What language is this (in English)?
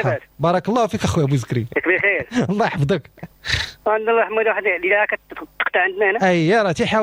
Moroccan Arabic